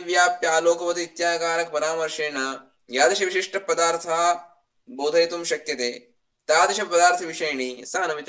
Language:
Sanskrit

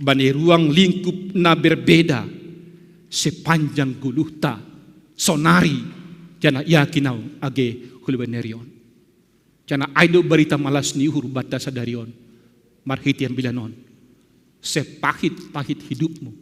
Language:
Batak Simalungun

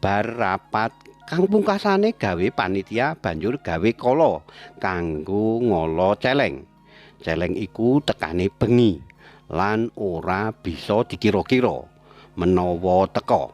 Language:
Javanese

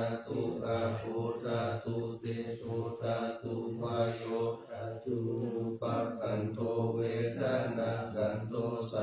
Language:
Pali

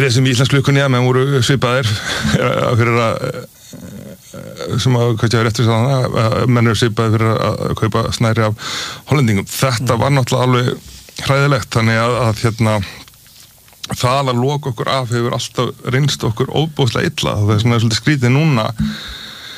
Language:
Icelandic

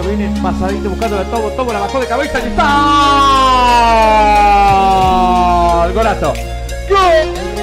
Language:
Spanish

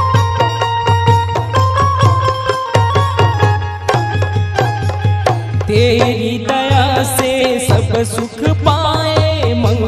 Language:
Chhattisgarhi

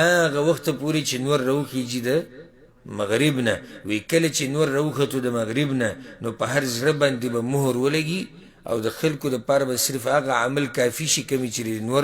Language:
Pashto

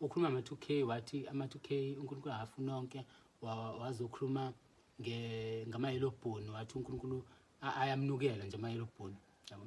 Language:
Zulu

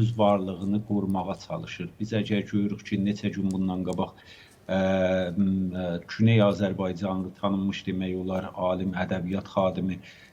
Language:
Azerbaijani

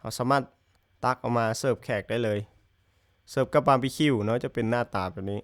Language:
Lao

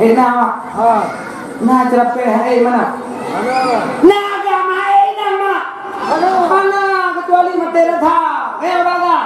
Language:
Achinese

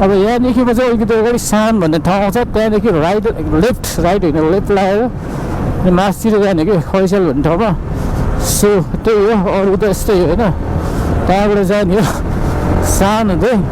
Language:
Nepali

